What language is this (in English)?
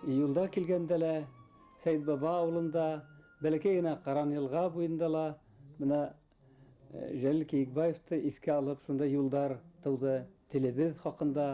Bashkir